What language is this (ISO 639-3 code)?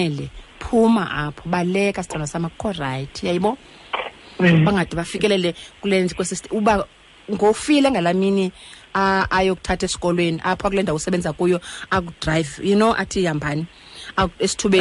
xho